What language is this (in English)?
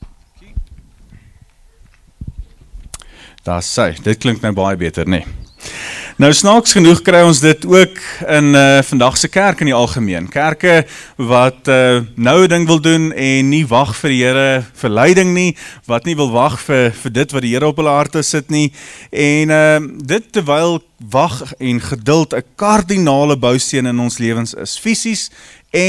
Afrikaans